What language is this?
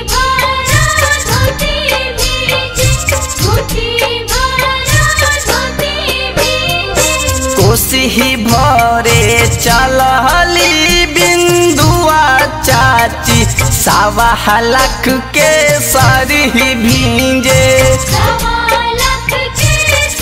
Bhojpuri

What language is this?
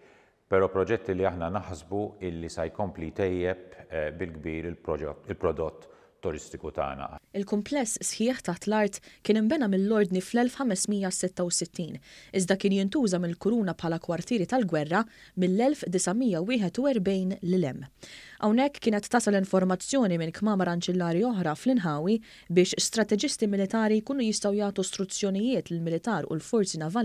Maltese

